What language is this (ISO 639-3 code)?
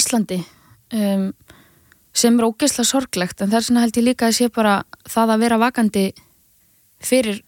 isl